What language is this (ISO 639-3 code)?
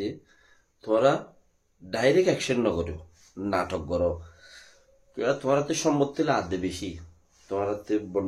rhg